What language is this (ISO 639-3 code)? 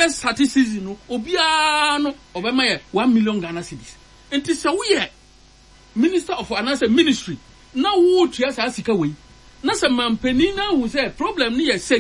aka